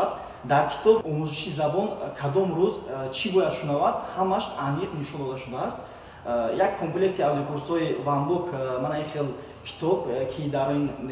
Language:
Tajik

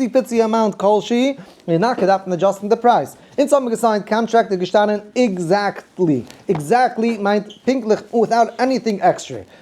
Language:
Yiddish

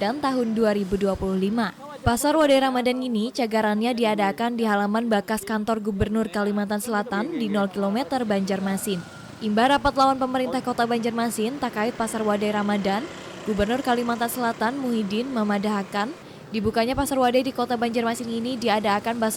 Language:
Banjar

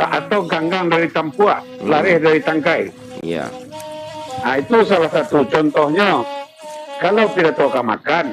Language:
Minangkabau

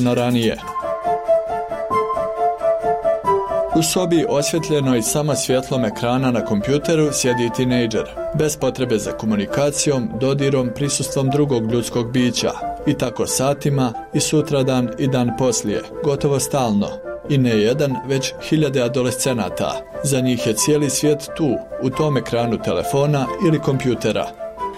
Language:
Bosnian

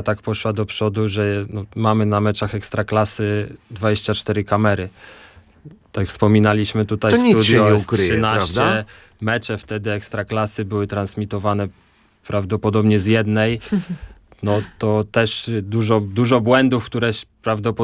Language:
Polish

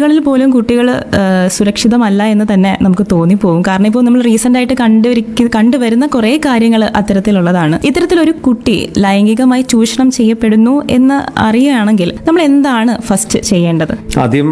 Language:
Malayalam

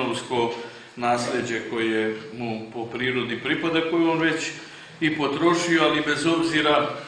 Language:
Serbian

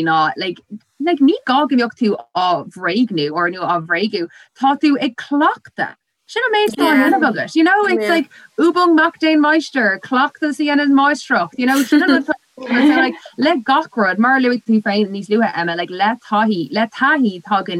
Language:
Irish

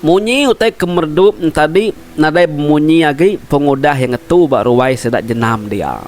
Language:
Iban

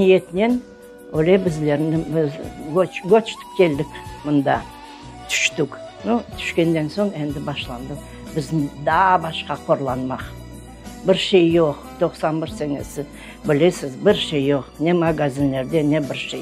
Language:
Crimean Tatar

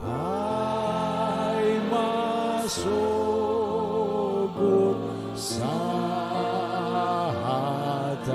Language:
Batak Toba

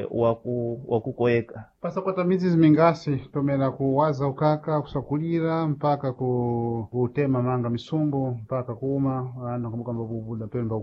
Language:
Sena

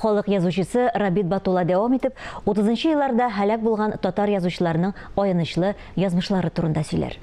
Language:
Tatar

